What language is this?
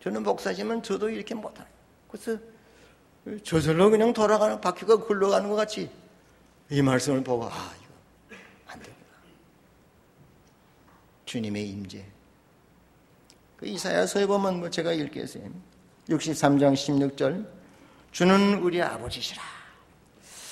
Korean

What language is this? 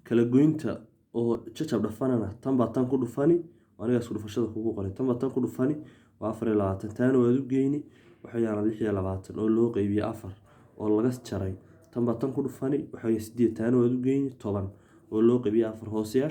Somali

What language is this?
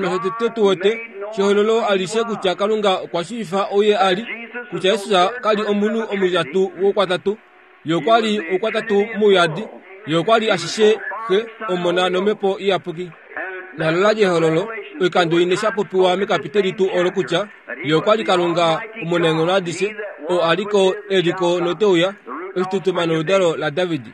Kuanyama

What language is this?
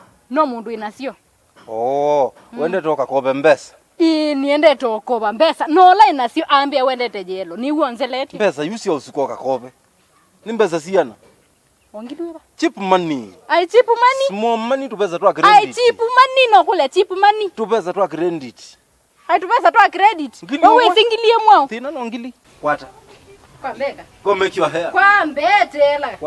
Kamba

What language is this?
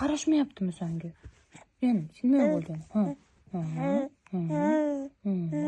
Uzbek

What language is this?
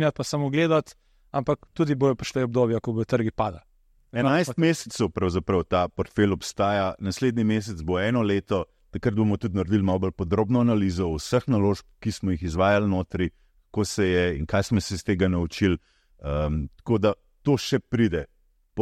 Slovenian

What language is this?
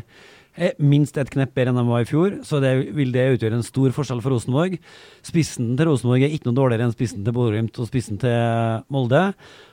Norwegian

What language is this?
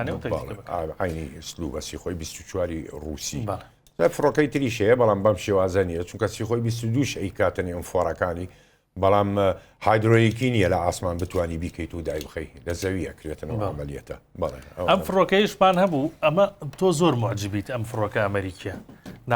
Central Kurdish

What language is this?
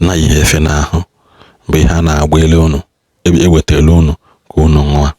Igbo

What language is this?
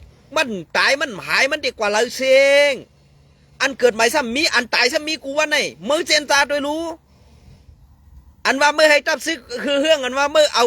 Shan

